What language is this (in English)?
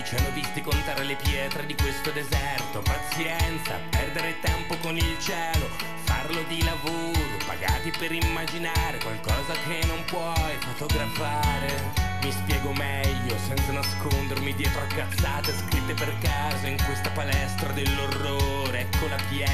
Italian